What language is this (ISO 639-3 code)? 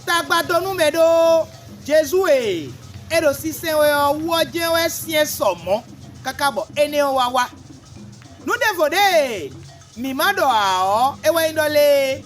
fon